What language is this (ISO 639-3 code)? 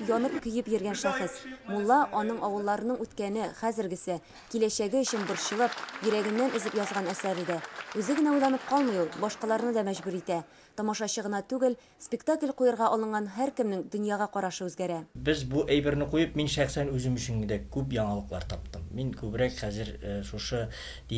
tat